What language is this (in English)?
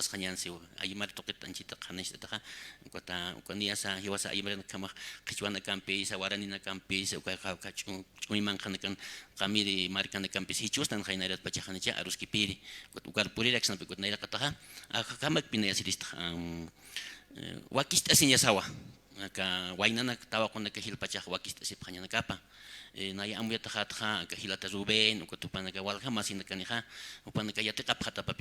Aymara